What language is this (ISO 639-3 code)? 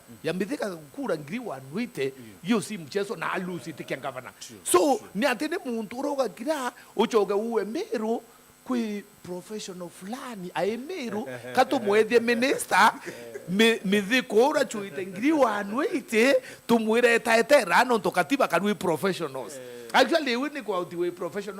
mer